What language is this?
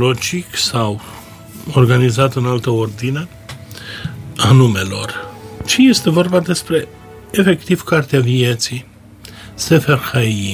Romanian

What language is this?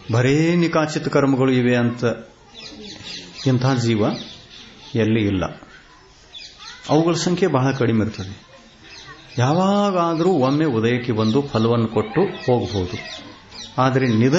Kannada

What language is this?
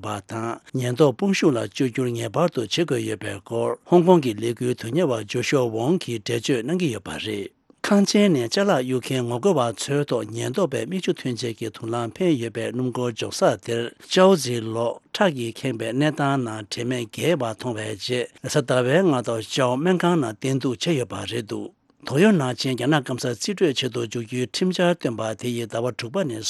Tibetan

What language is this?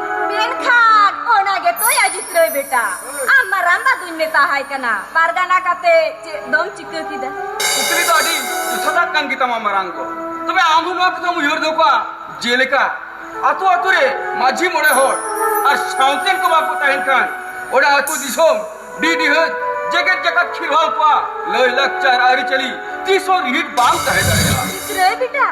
Santali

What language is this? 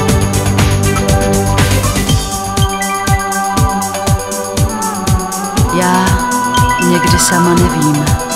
Czech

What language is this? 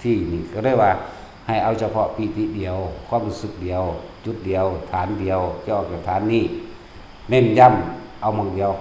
Northeastern Thai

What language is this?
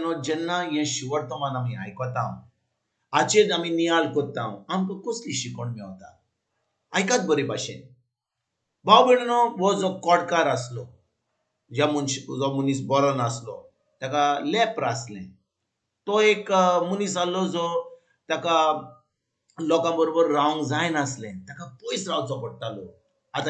Konkani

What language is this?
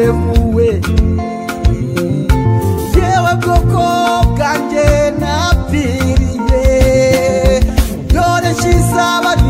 Kinyarwanda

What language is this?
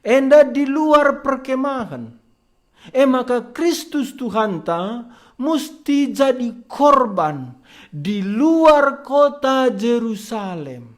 Batak Karo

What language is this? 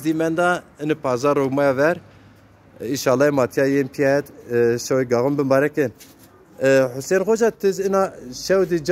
Zaza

